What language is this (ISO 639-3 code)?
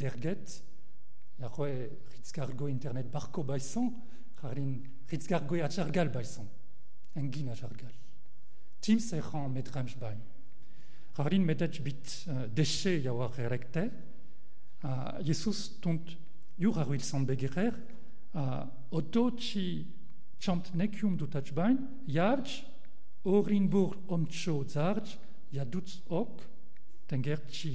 mon